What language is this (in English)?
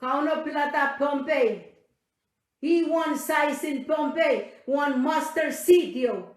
Pohnpeian